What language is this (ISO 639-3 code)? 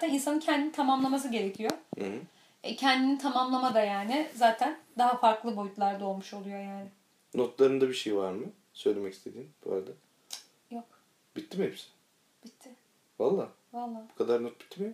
tur